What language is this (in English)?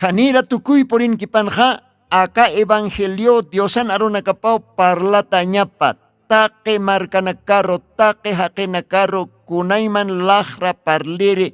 Aymara